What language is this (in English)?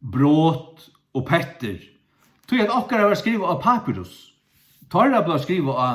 Faroese